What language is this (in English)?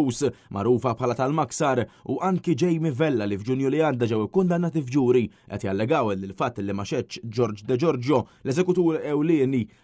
Maltese